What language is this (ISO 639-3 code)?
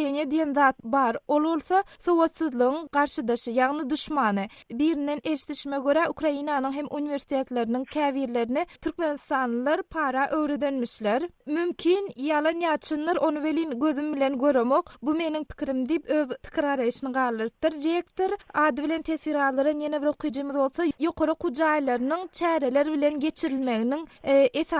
tuk